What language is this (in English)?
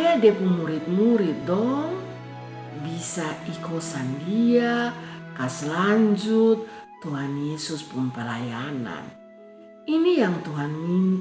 Kupang Malay